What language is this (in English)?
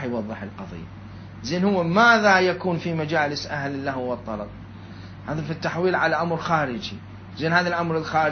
Mesopotamian Arabic